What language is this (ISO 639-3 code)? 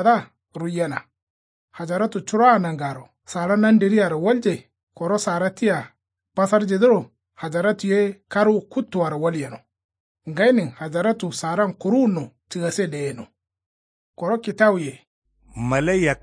kau